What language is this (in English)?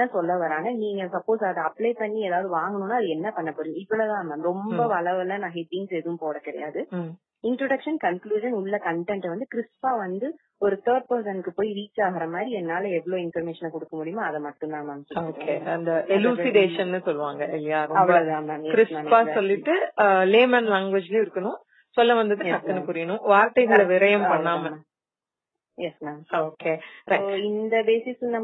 Tamil